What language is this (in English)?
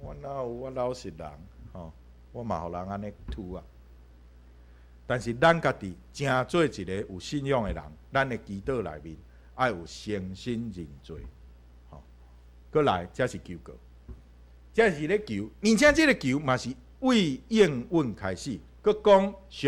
Min Nan Chinese